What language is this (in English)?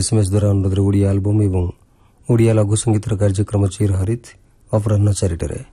Odia